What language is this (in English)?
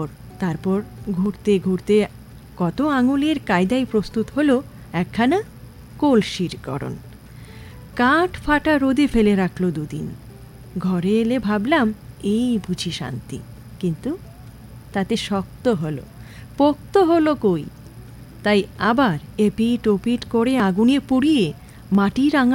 Bangla